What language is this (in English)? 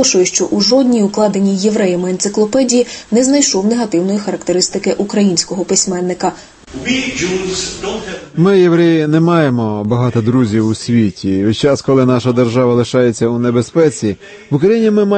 Ukrainian